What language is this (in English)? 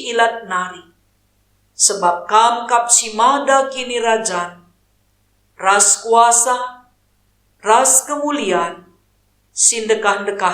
Batak Karo